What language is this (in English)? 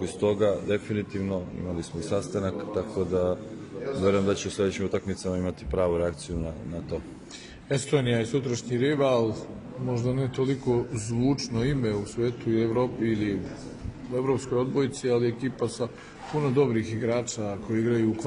Serbian